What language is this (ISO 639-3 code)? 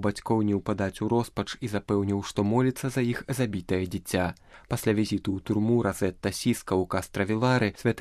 bel